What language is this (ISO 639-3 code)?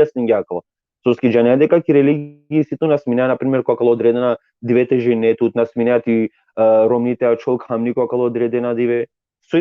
rmn